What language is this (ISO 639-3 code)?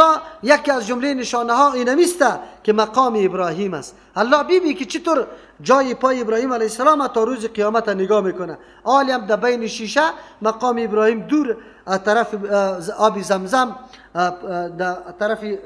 fas